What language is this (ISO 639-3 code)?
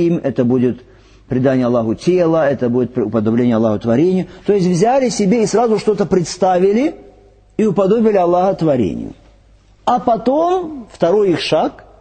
rus